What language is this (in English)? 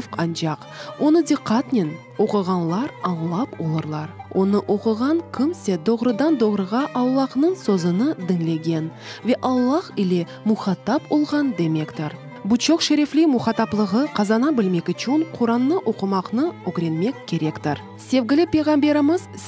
Crimean Tatar